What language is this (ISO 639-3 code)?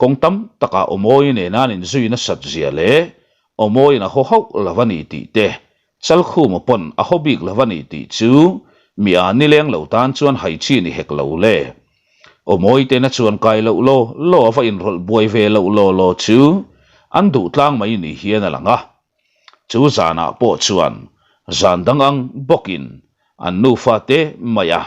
lus